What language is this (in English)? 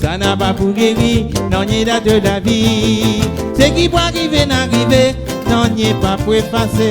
Morisyen